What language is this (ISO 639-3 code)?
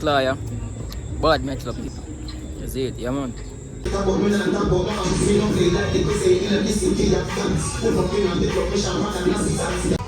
jam